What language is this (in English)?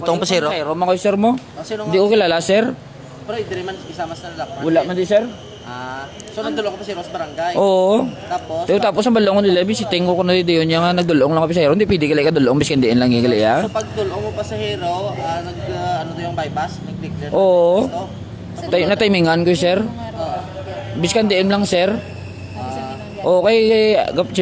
Hiligaynon